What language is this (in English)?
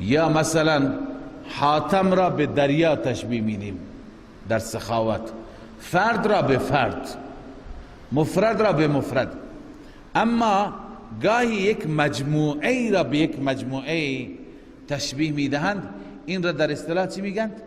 Persian